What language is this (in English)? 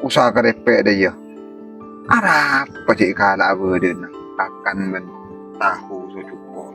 Madurese